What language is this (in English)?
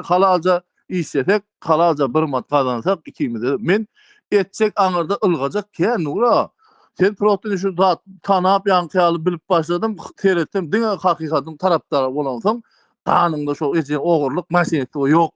Turkmen